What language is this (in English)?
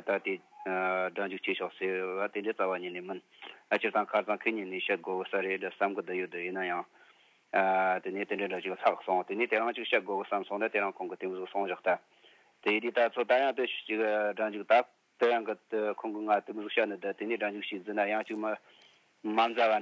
Tibetan